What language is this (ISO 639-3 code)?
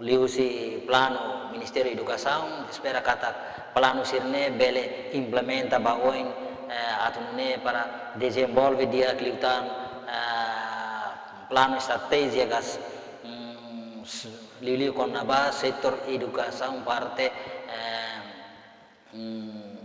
tet